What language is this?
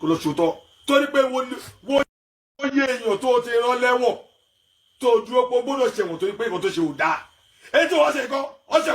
Yoruba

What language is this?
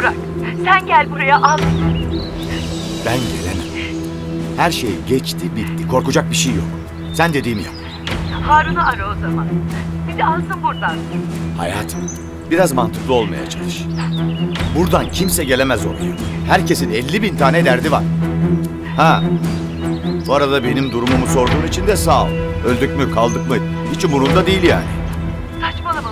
Turkish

